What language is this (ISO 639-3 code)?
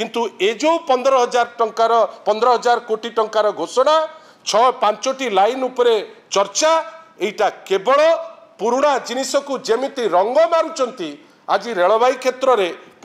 ori